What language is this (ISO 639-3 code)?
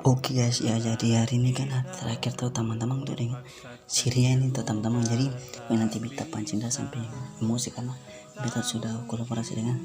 abs